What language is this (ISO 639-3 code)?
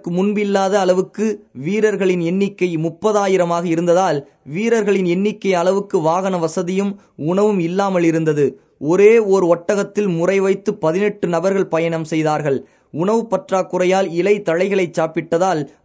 tam